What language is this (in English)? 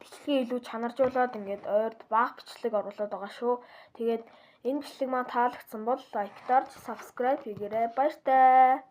Mongolian